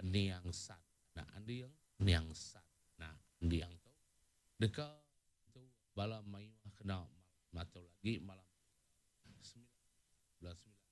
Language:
Iban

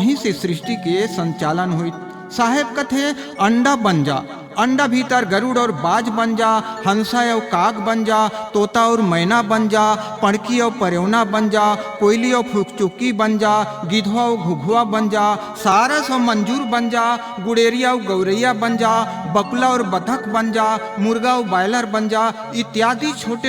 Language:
Chhattisgarhi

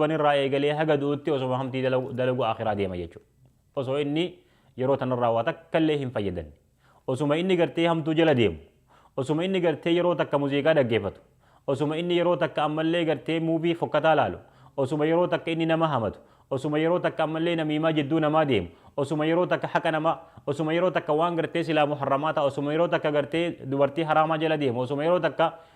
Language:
Oromo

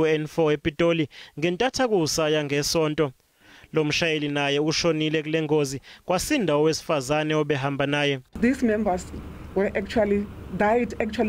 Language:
Zulu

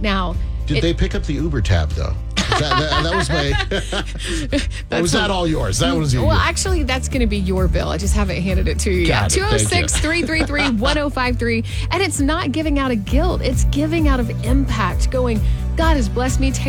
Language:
English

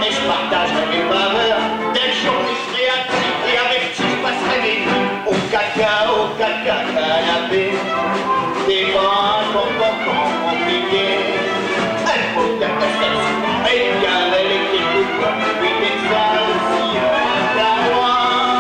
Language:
Picard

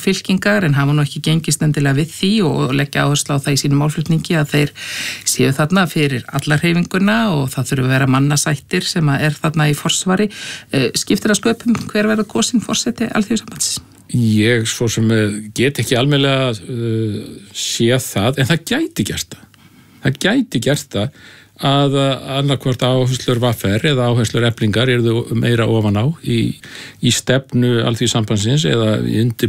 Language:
Icelandic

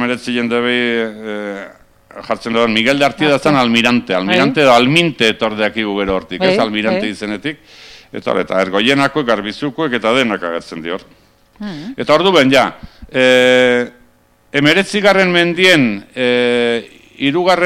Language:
Basque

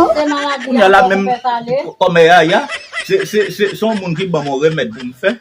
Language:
Haitian Creole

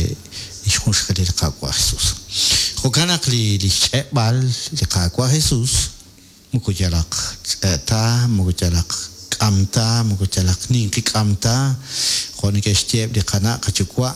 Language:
Kekchí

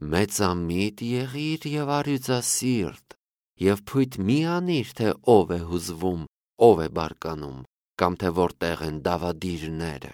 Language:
Armenian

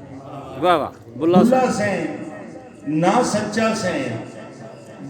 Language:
Saraiki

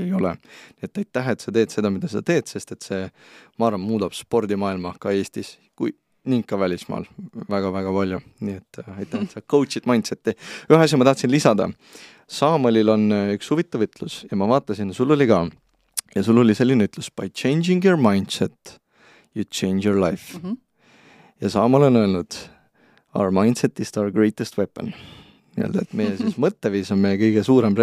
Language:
Estonian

